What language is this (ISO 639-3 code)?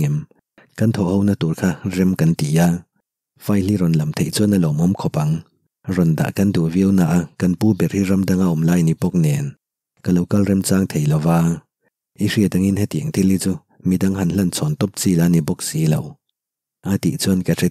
lus